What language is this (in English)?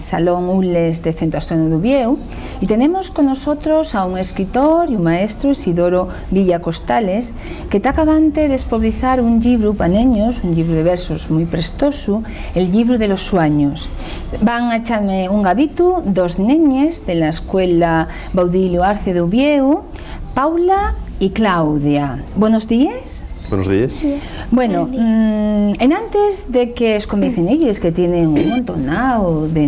Asturian